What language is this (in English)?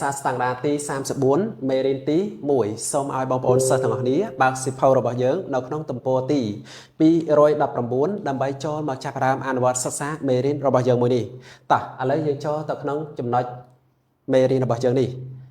Khmer